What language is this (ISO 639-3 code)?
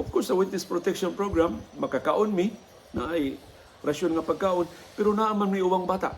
ceb